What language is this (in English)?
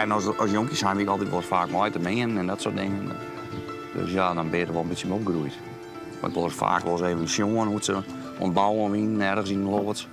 Western Frisian